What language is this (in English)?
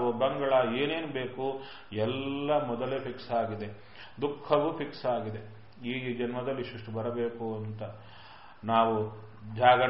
Kannada